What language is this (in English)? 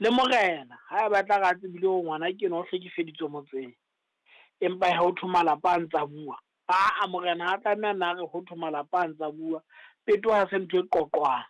Southern Sotho